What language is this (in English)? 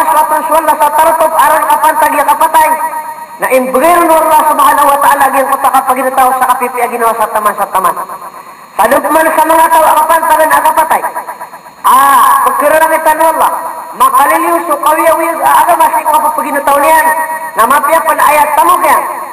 Maranao